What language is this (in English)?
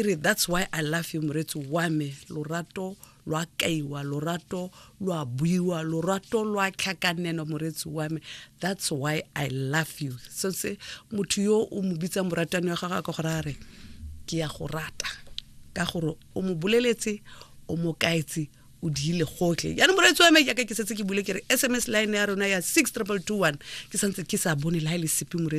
Tswana